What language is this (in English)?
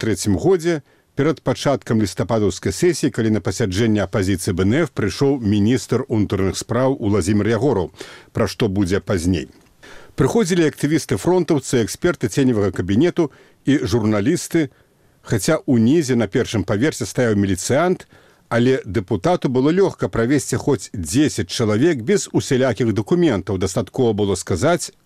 Belarusian